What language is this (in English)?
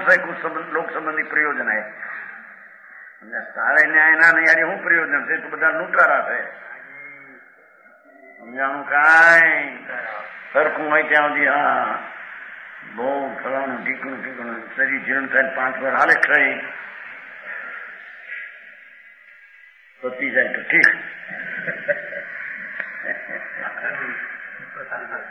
Gujarati